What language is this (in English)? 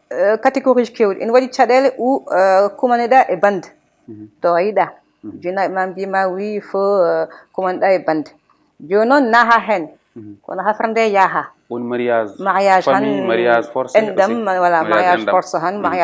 Fula